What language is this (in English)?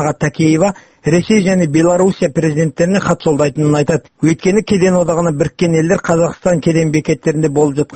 Kazakh